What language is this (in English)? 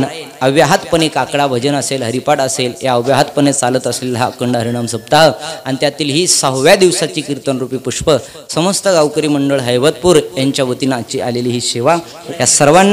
Marathi